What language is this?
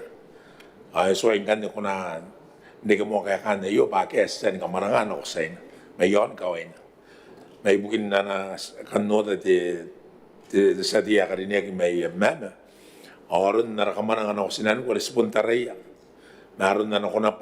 Gilbertese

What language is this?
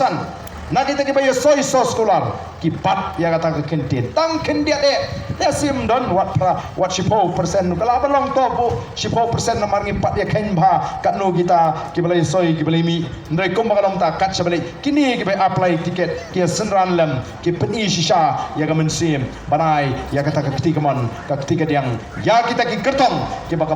Khasi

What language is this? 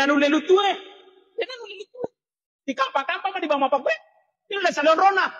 Buginese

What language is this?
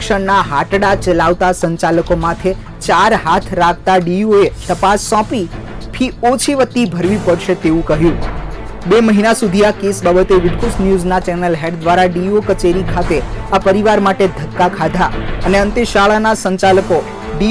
Gujarati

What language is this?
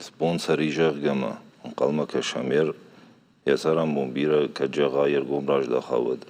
Ossetic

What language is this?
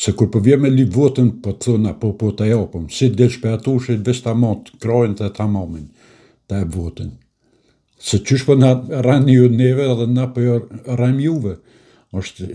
Albanian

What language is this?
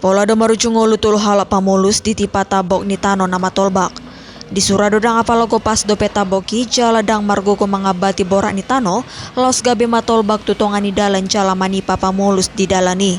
Batak Toba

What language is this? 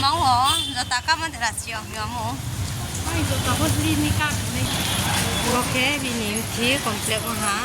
Riang (India)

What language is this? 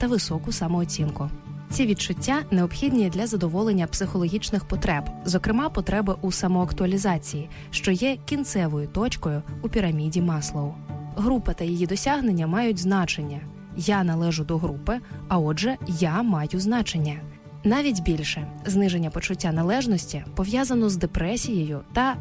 Ukrainian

